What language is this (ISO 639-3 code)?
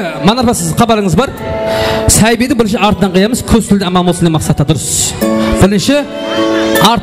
kaa